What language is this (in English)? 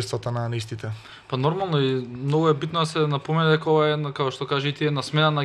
Macedonian